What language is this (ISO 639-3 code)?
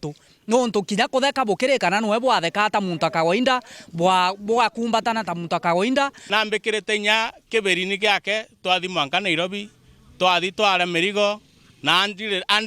mer